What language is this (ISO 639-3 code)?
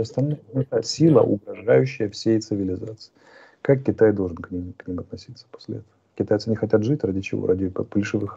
rus